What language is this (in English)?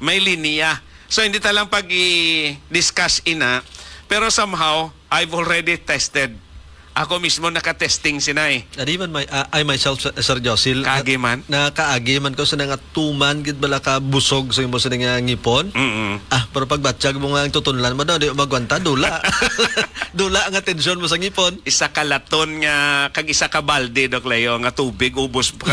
Hiligaynon